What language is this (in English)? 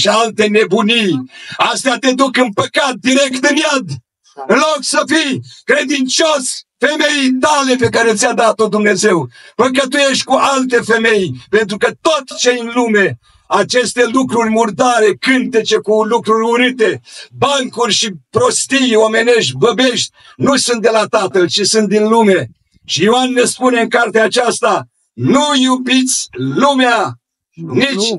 Romanian